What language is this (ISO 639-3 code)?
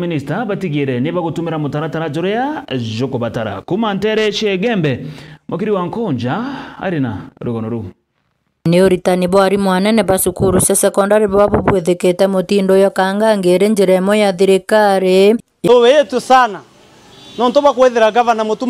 mer